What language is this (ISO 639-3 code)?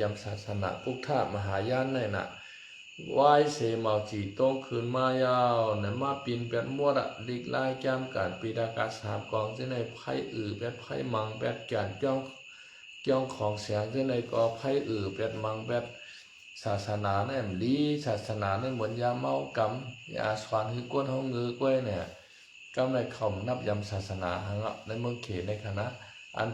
shn